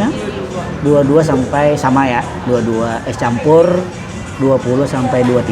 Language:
Banjar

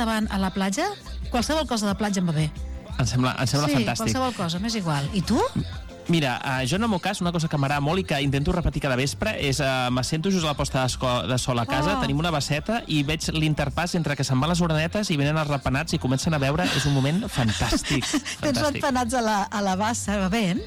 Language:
Catalan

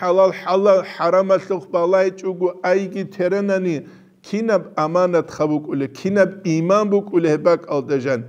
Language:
Avaric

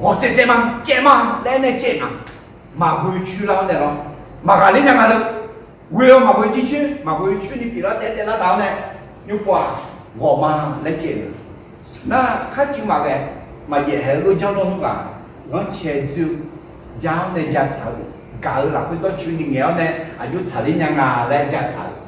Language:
Akha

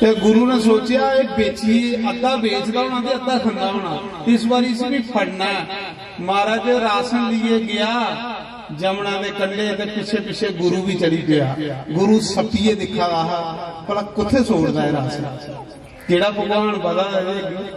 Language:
Dogri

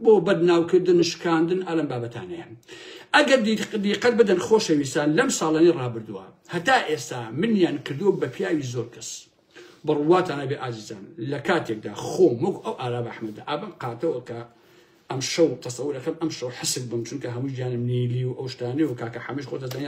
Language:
Central Kurdish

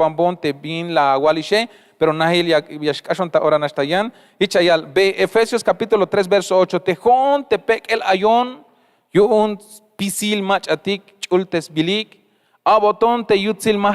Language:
Tzeltal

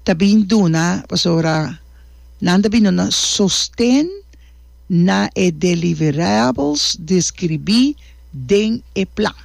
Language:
Papiamento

